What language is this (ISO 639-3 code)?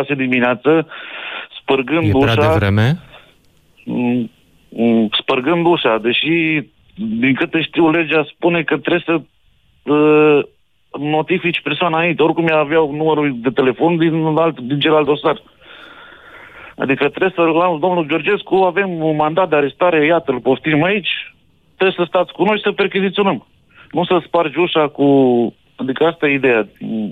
ron